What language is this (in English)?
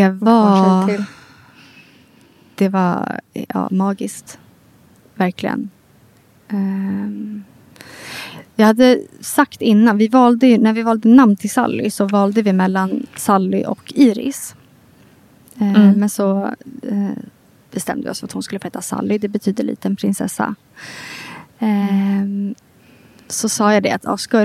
Swedish